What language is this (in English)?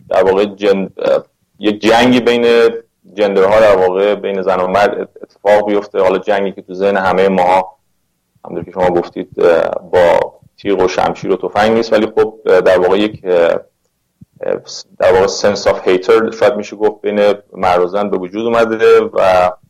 Persian